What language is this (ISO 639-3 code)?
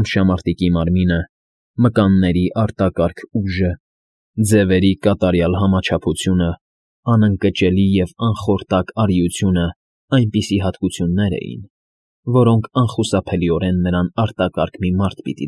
hye